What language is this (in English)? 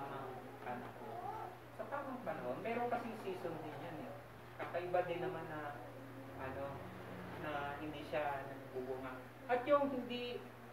Filipino